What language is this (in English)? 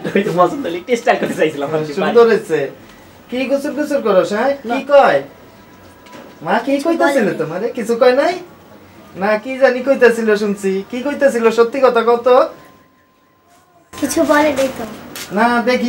Bangla